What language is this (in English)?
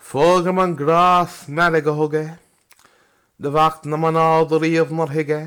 Irish